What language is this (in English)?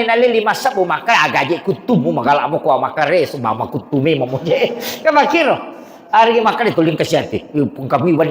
Buginese